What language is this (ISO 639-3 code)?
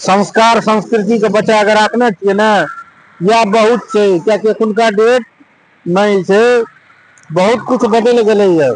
mai